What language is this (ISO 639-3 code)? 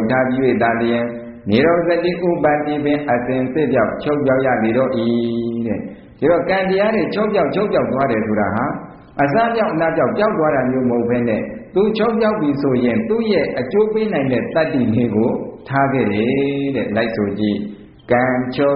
mya